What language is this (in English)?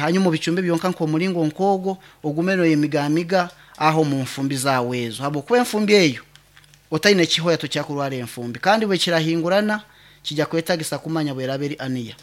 Nyankole